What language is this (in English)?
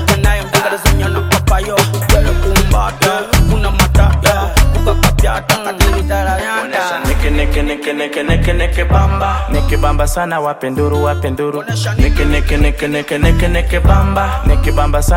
Swahili